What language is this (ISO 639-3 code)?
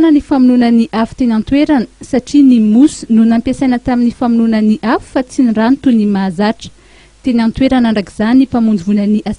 mlg